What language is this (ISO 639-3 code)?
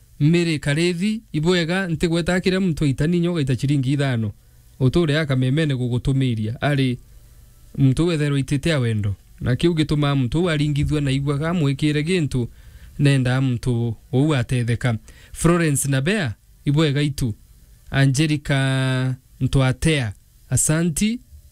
mer